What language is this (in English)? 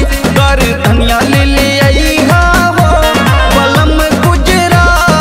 Bhojpuri